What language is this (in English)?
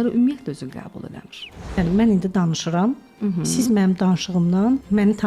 Azerbaijani